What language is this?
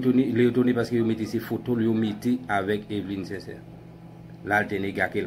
Haitian Creole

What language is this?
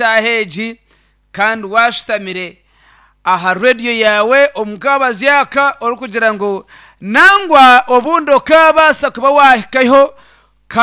Nyankole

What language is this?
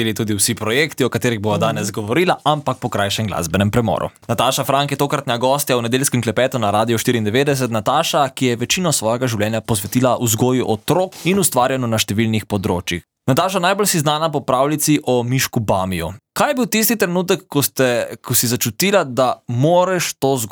Slovenian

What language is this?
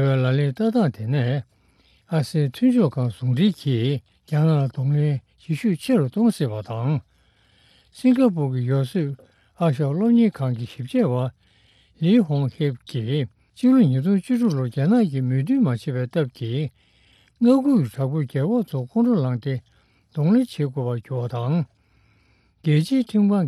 Tibetan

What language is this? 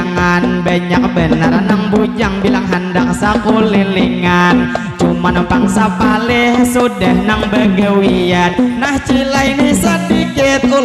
Banjar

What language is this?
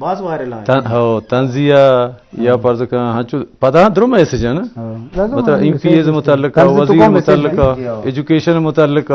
Eastern Balochi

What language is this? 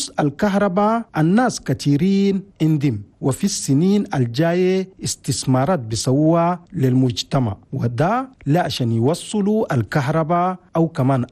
Chadian Arabic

